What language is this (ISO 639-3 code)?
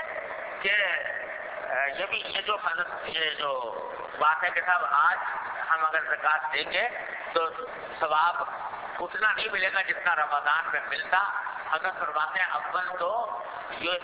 urd